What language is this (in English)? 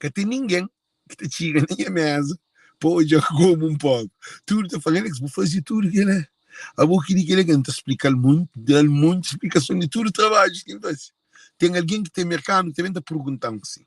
Kabuverdianu